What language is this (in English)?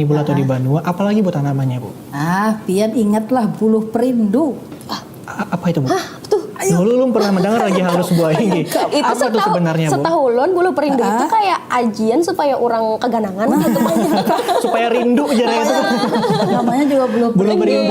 Banjar